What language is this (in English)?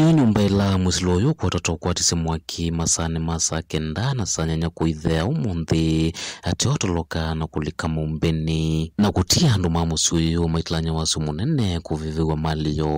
Kamba